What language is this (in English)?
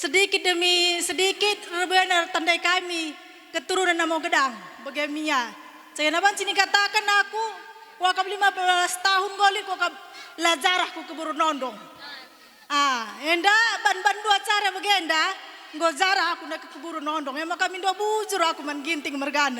Batak Karo